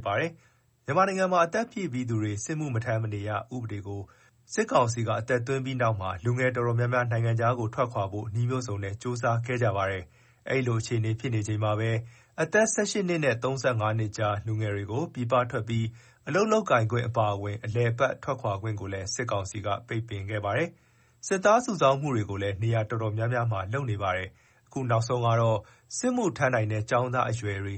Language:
Burmese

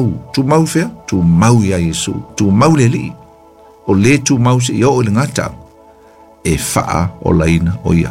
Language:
Samoan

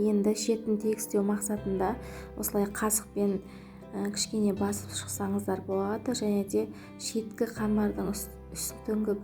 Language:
Kazakh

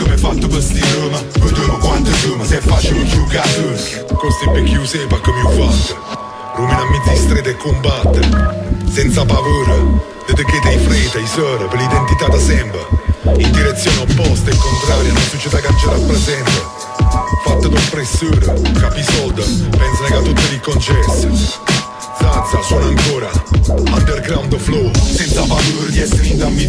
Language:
Italian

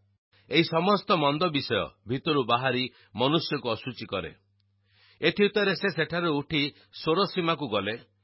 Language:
Odia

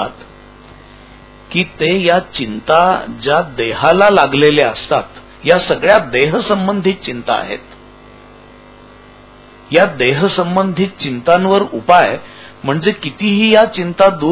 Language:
Marathi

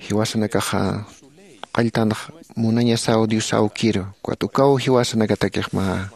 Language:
Aymara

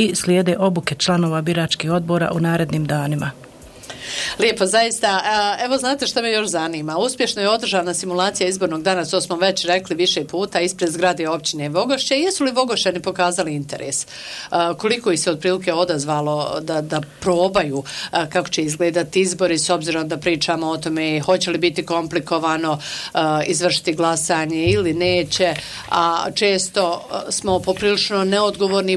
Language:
Bosnian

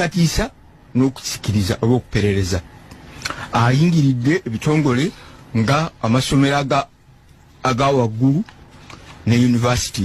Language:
Ganda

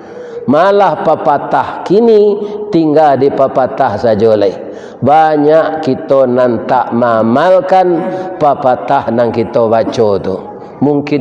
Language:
Minangkabau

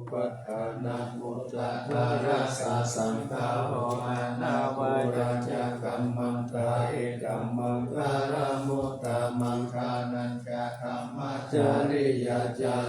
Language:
Pali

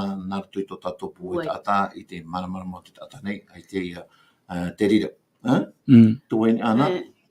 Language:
Tahitian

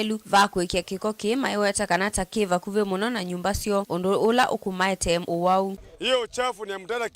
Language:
Kamba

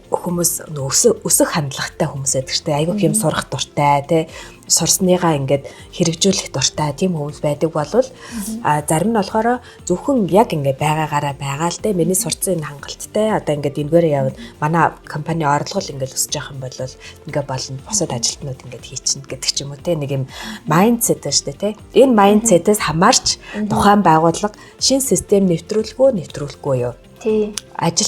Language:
Mongolian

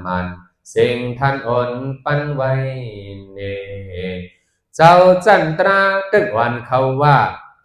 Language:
Shan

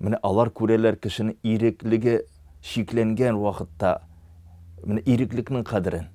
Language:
Tatar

